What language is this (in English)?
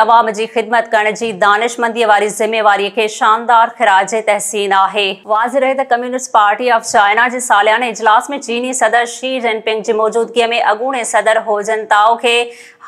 Sindhi